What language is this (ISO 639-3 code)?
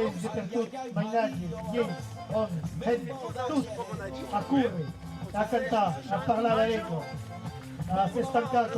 oci